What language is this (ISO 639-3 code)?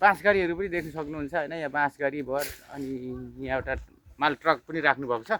nep